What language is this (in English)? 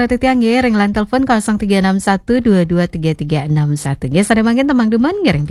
Balinese